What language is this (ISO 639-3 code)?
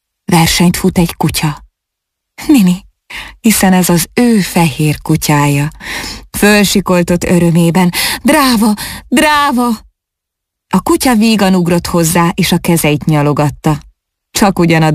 hun